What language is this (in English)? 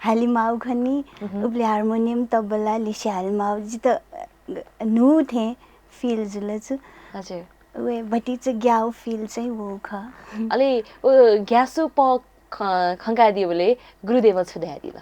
Newari